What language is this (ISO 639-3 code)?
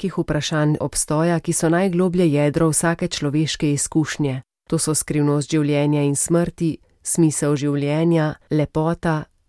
slv